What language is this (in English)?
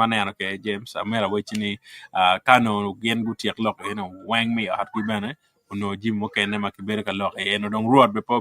Acoli